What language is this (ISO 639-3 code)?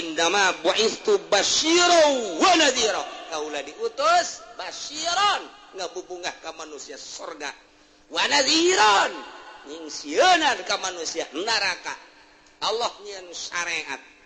sun